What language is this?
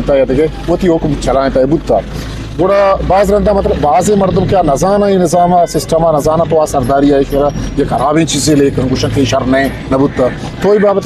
Eastern Balochi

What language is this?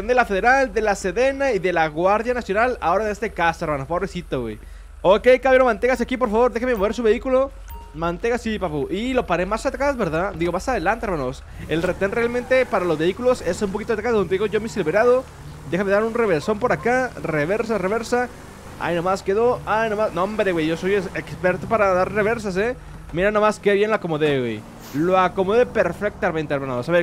Spanish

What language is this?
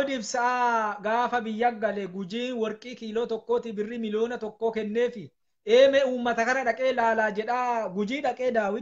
Oromo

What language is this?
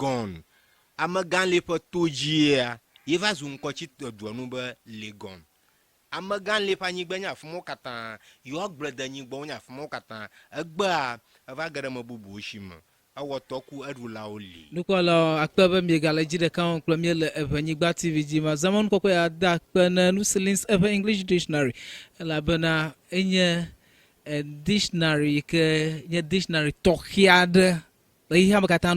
Ewe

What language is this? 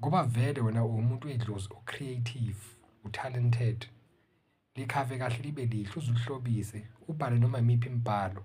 Zulu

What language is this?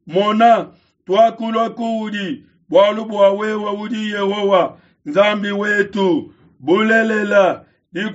Luba-Lulua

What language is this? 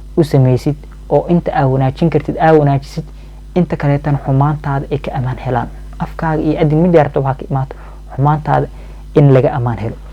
Somali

